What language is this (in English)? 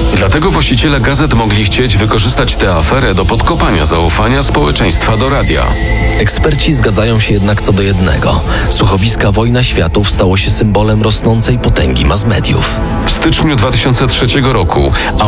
Polish